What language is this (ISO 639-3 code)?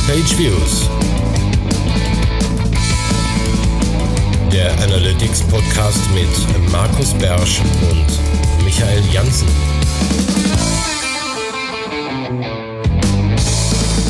deu